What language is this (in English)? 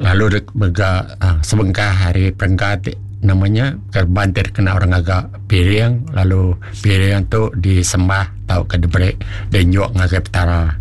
Iban